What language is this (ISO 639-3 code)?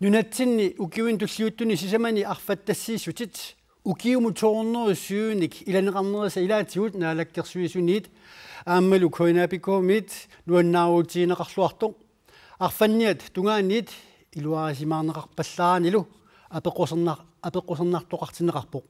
kal